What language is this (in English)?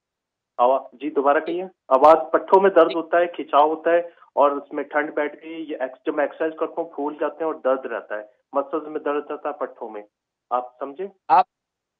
Urdu